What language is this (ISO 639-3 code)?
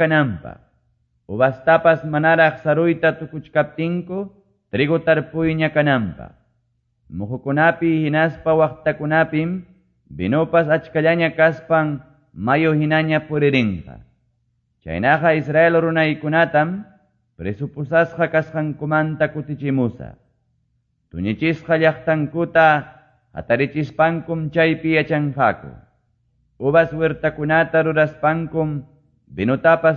que